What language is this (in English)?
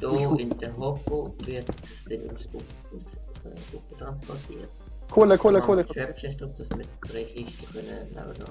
Swiss German